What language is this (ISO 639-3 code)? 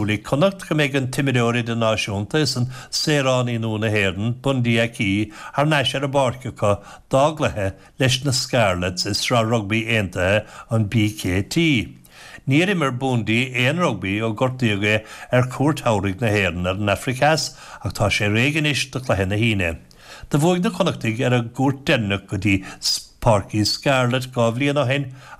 gle